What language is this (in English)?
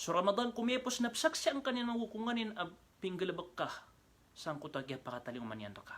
Maranao